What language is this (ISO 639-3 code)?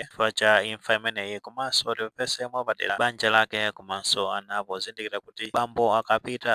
nya